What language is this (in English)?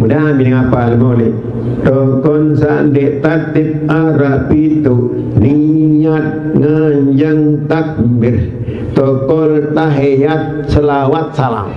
Sasak